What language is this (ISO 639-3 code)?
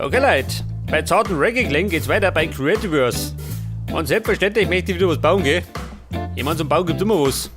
bar